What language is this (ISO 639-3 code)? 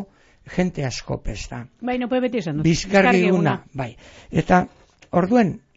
eus